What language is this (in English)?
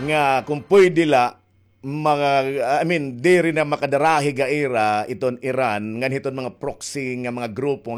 Waray